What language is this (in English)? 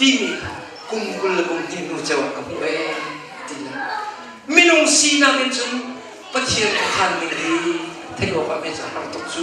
Hakha Chin